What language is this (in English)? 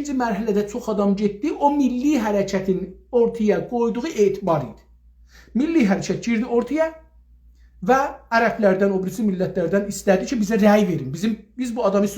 South Azerbaijani